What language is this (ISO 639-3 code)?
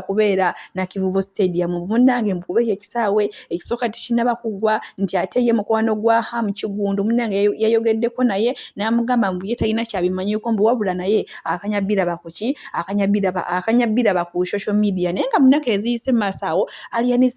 lug